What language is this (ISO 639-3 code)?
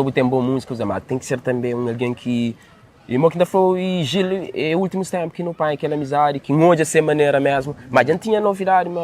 kea